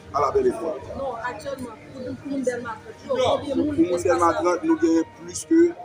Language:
Haitian Creole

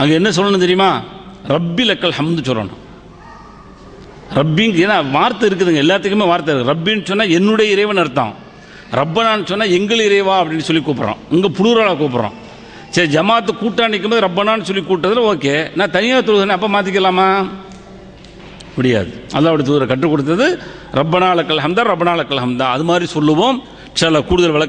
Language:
Tamil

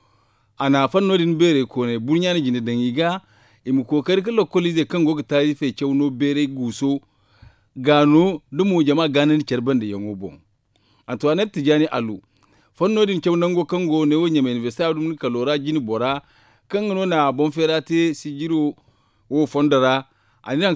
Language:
Zarma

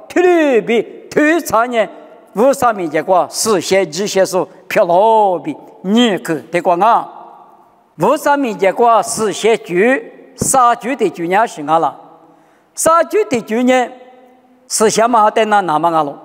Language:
Lisu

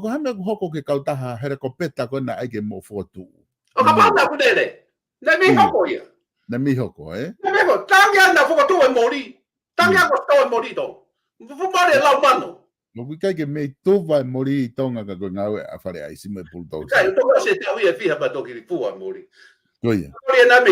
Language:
Tongan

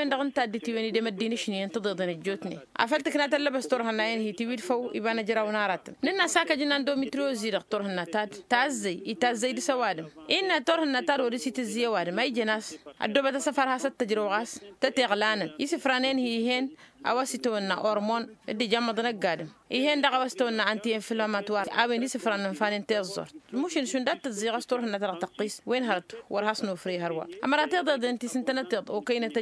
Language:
Tamasheq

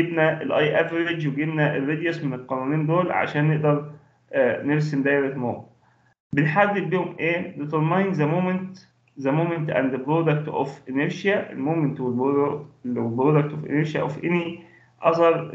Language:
Egyptian Arabic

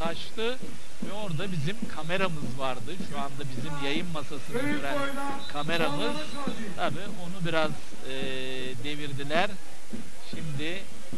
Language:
Turkish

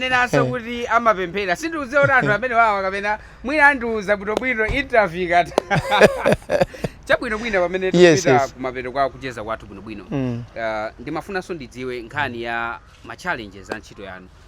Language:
Nyanja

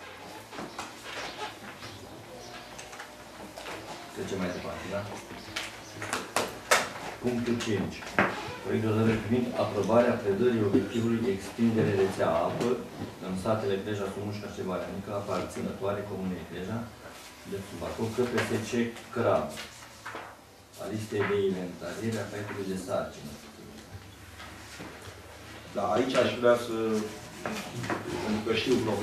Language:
Romanian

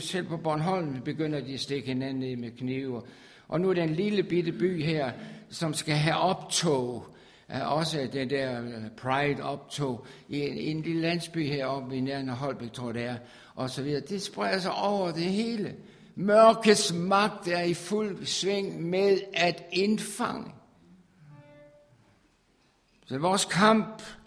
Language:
Danish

